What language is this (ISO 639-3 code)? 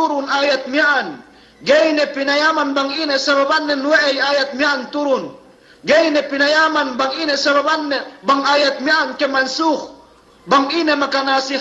yka